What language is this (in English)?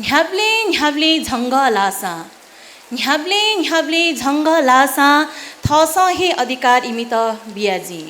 Newari